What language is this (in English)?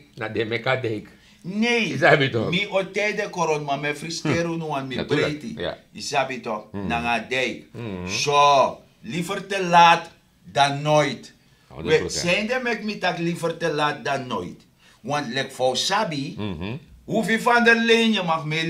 Sranan Tongo